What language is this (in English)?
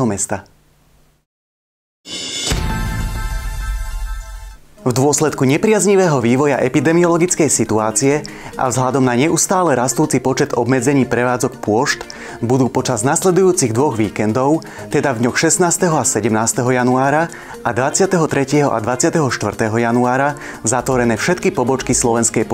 Slovak